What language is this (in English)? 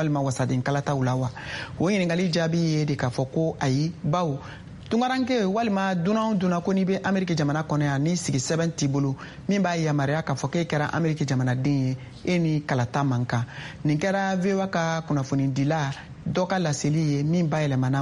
Bambara